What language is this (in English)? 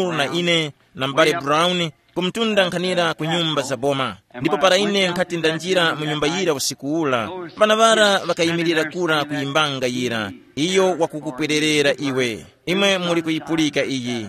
Tumbuka